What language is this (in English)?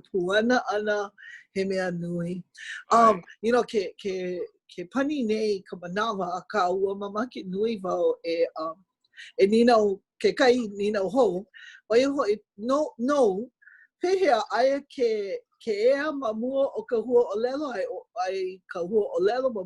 Hawaiian